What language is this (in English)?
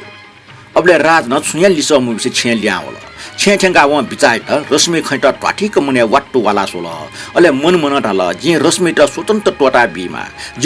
Newari